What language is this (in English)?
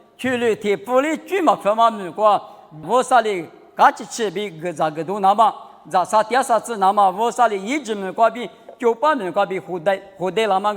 Lisu